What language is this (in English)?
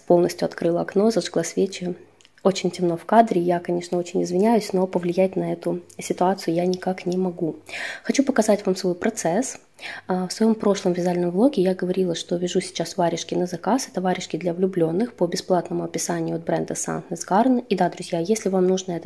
Russian